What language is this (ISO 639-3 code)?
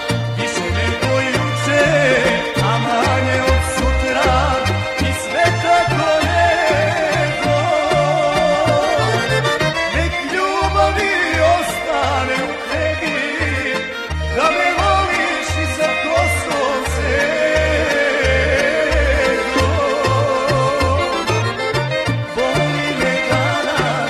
srp